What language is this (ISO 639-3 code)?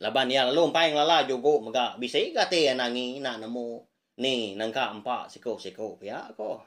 iba